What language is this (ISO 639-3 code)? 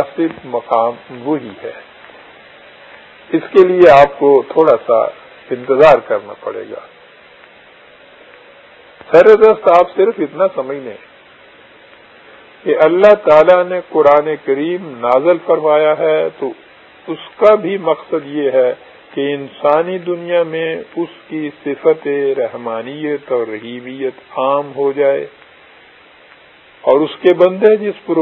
urd